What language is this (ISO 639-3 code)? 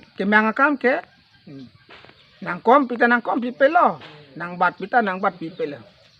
mjw